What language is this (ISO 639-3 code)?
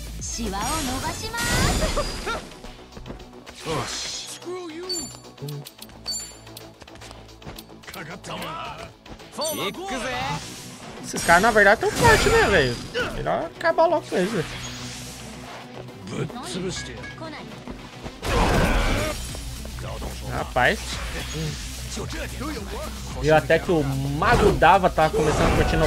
por